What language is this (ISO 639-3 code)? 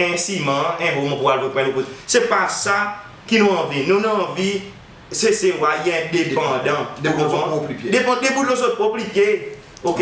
crs